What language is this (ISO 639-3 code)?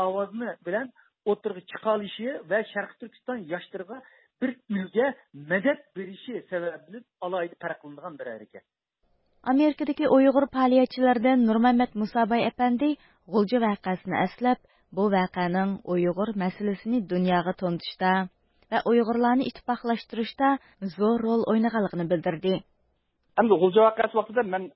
uig